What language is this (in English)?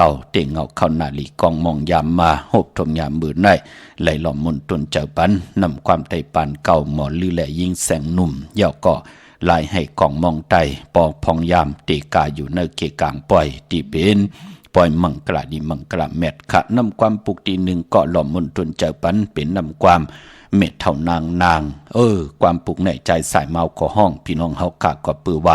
Shan